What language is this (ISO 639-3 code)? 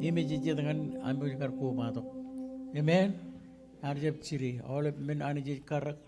mah